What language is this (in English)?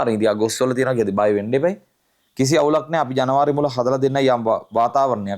Sinhala